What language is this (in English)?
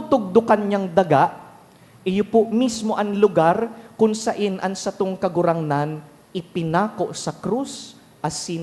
Bikol